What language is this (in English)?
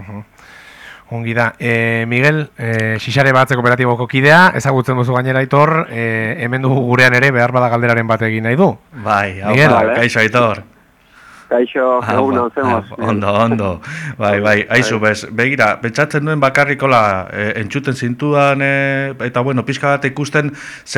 Basque